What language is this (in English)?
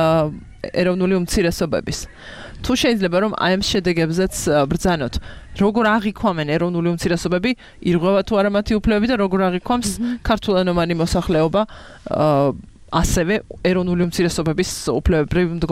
Georgian